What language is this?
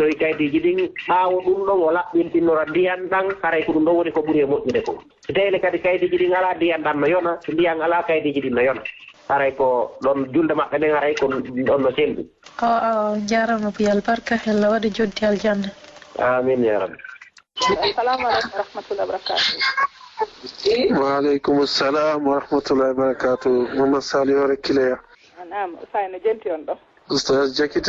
Fula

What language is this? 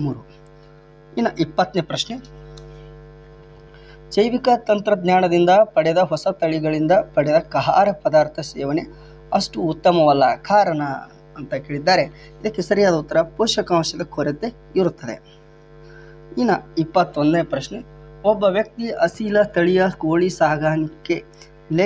Kannada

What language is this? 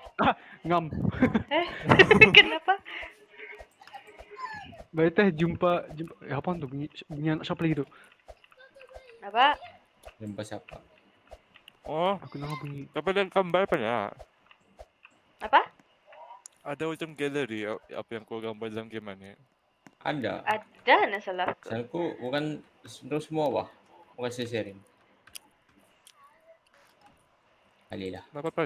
Malay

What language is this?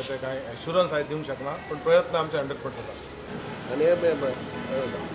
Konkani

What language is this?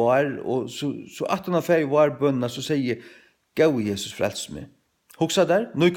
Faroese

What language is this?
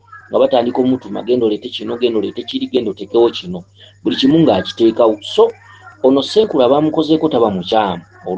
Ganda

